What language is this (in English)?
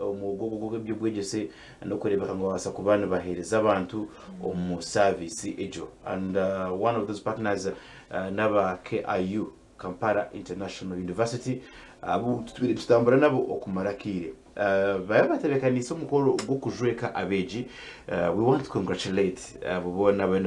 Nyankole